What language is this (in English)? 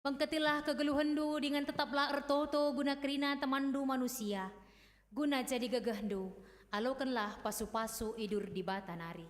Batak Karo